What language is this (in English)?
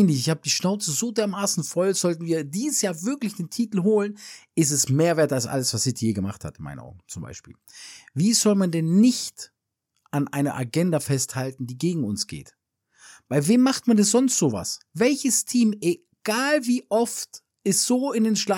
German